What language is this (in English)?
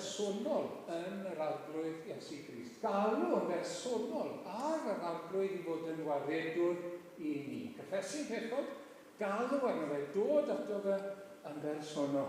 Welsh